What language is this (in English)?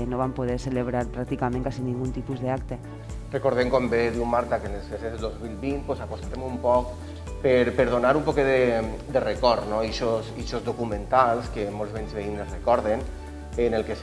Catalan